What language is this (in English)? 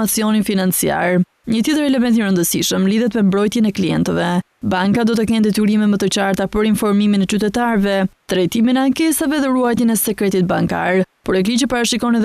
Albanian